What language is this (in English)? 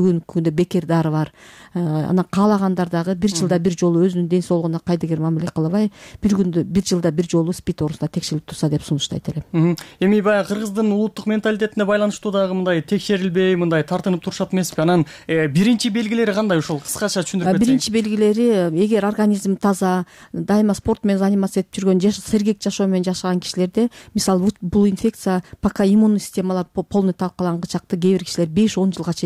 Kyrgyz